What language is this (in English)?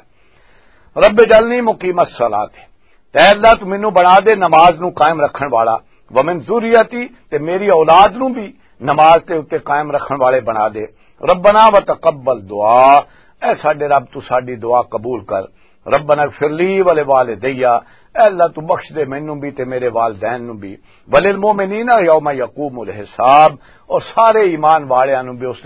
Western Panjabi